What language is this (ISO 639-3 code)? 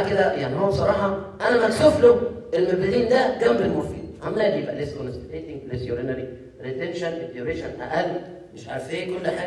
arz